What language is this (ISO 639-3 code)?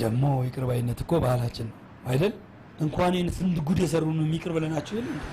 amh